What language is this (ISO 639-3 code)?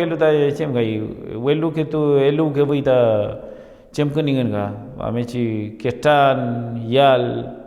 arn